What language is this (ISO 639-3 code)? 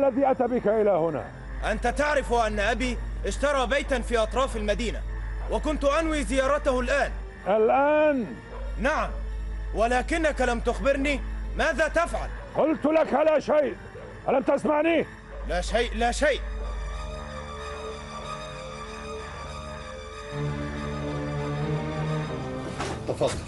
ara